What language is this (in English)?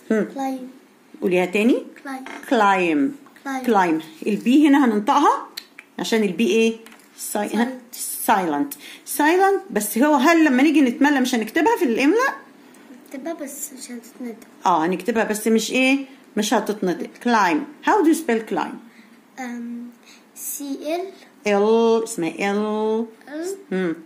Egyptian Arabic